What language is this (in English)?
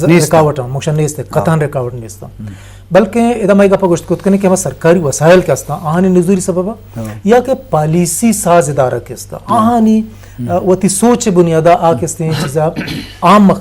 Eastern Balochi